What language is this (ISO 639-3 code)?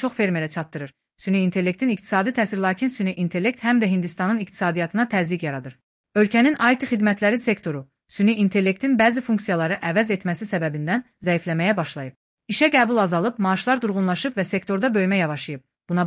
aze